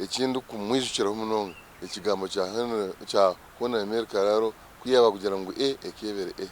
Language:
Nyankole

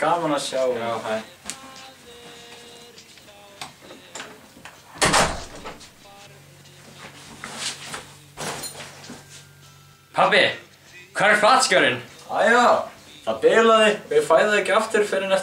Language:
Icelandic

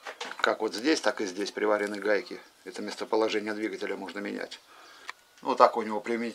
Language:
Russian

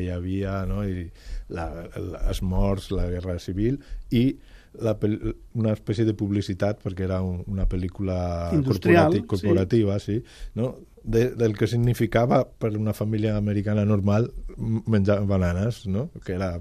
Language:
Catalan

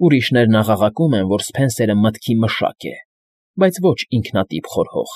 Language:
Armenian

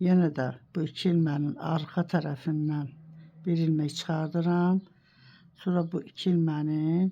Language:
Azerbaijani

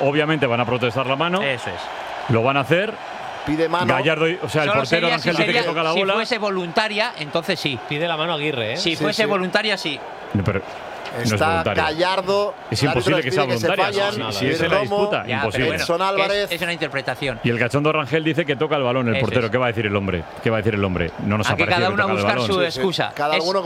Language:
Spanish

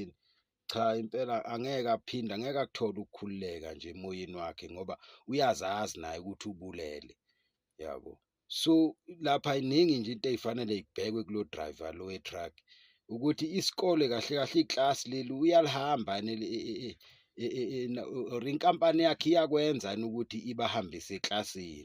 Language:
Zulu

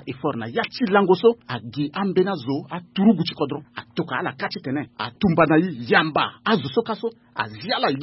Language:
Sango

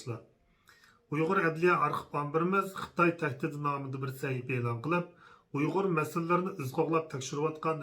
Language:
Uyghur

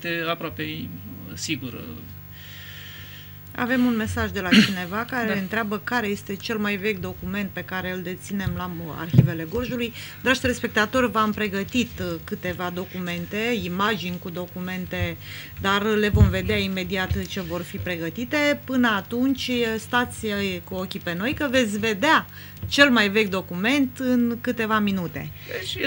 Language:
Romanian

